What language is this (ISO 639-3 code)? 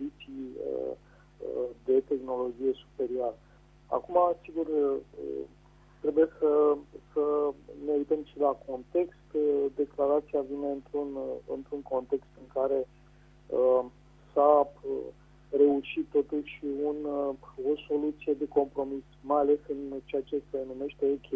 ron